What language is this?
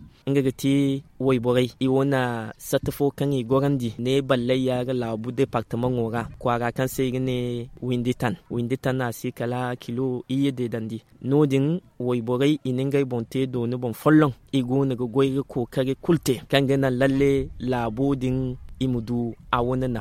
Zarma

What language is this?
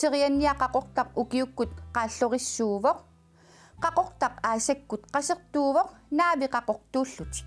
Kalaallisut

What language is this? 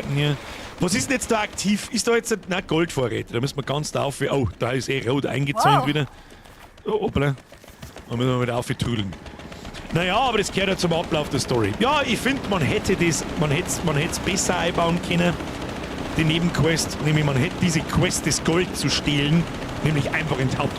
Bavarian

